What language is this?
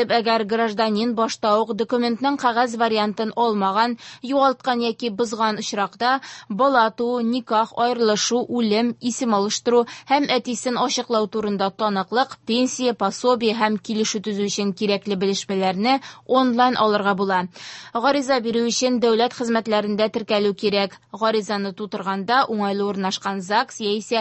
Tatar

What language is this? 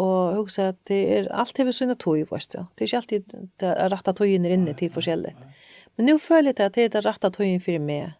Faroese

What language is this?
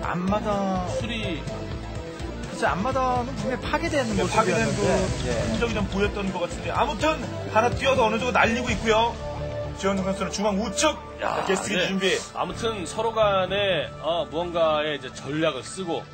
Korean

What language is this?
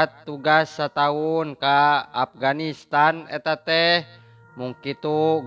Sundanese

